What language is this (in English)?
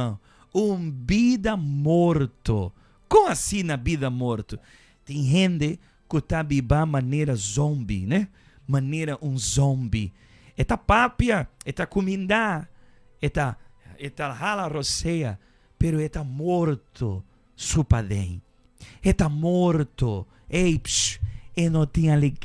Papiamento